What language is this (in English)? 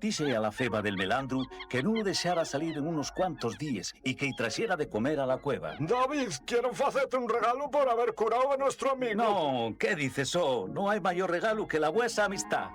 Asturian